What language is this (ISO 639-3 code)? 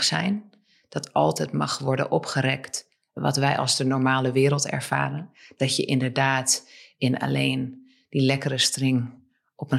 nld